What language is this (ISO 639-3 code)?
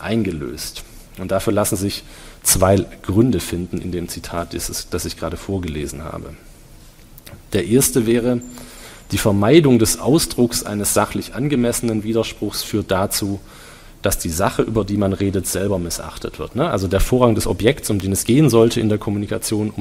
deu